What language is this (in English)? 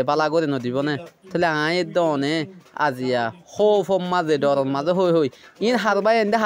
Rohingya